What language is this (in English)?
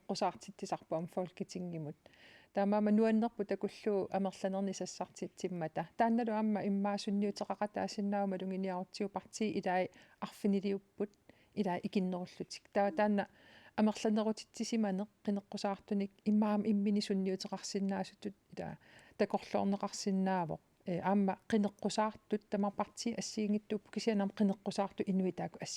Kalaallisut